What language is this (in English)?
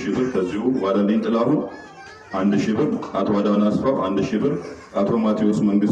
Amharic